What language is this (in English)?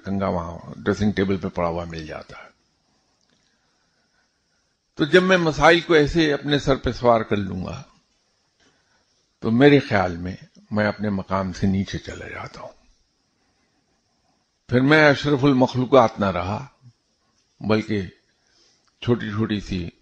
Urdu